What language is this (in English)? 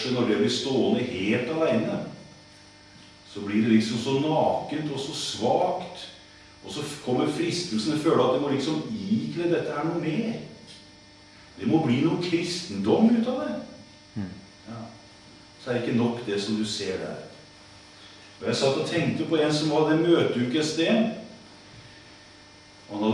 Norwegian